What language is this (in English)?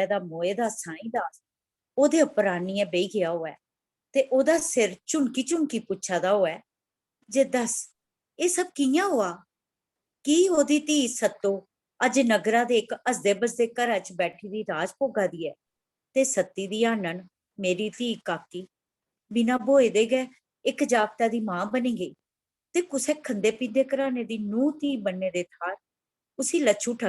Dogri